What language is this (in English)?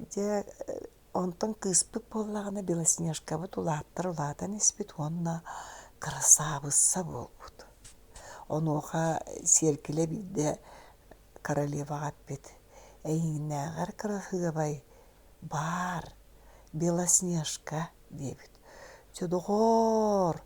Yakut